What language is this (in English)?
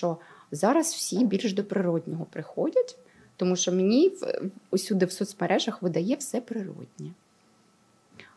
Ukrainian